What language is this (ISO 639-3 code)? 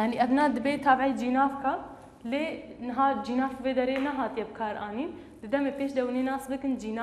kur